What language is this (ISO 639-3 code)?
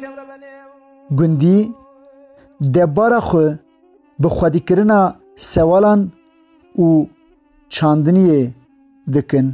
kur